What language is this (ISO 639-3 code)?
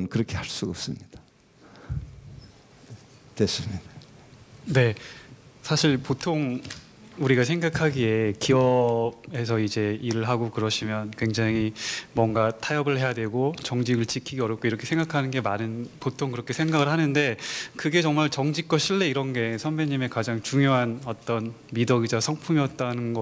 kor